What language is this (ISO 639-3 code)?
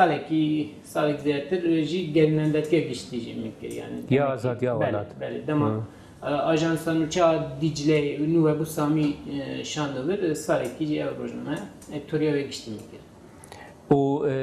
kur